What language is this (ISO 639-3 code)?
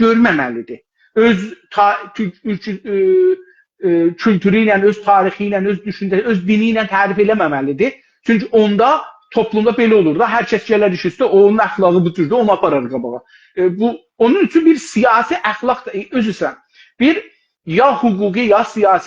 azb